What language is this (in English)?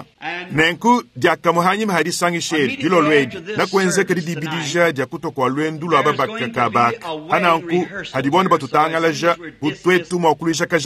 Luba-Lulua